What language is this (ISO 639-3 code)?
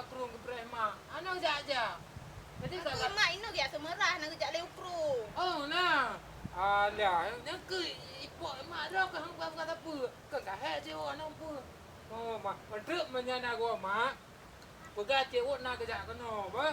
ace